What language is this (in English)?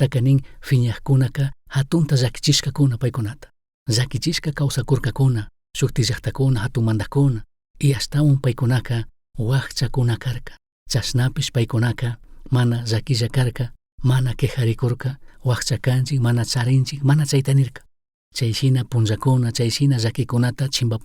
Chimborazo Highland Quichua